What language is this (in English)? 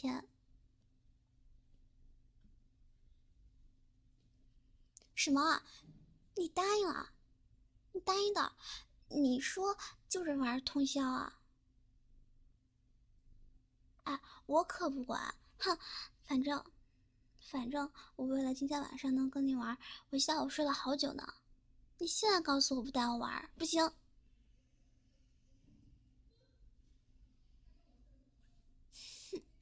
Chinese